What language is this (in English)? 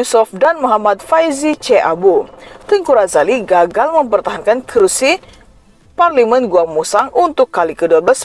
Malay